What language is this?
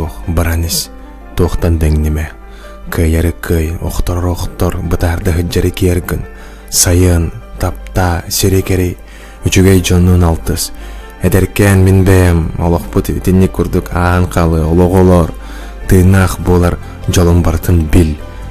Yakut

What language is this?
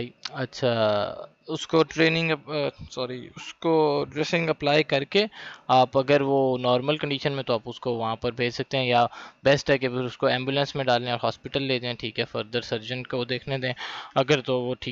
Hindi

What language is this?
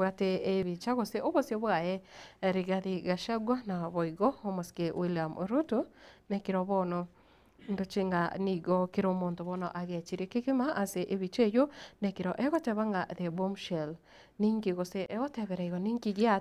Gusii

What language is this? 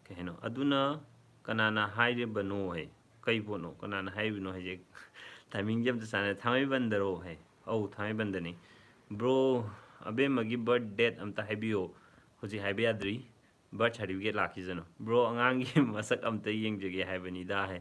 Manipuri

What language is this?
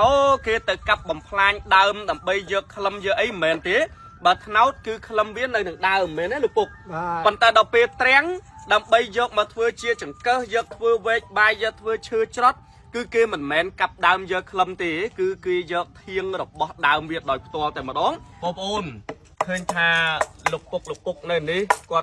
Khmer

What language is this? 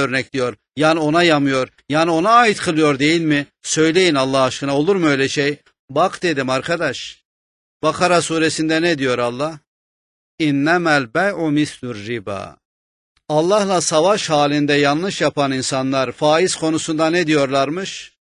Turkish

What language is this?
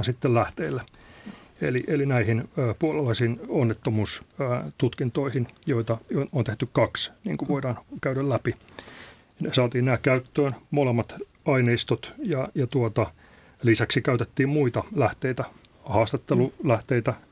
Finnish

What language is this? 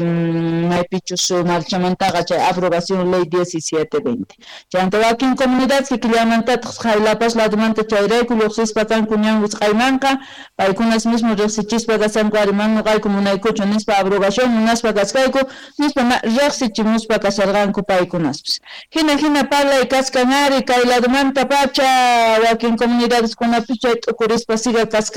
South Bolivian Quechua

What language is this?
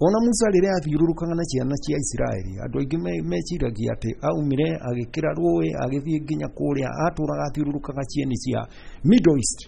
Kikuyu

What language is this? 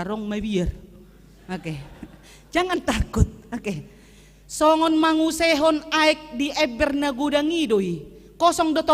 Batak Toba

